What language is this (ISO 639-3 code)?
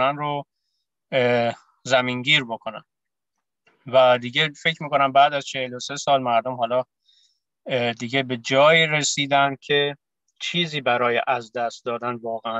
fas